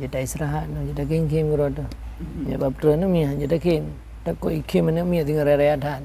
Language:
Achinese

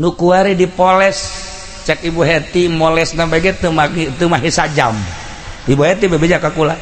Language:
Sundanese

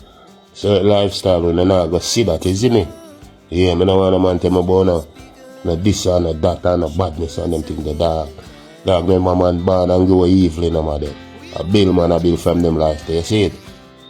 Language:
Jamaican Creole English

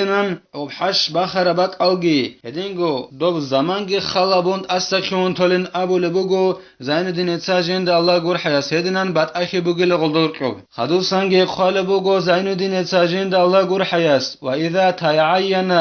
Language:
Avaric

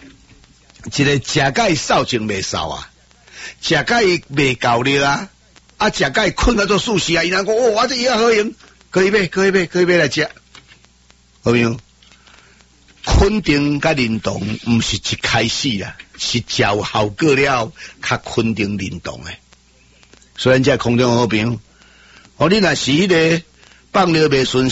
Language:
Min Nan Chinese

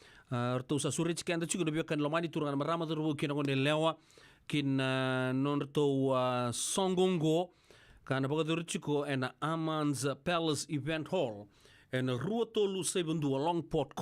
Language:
Fijian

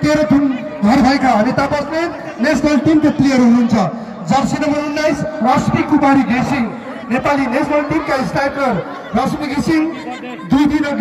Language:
Nepali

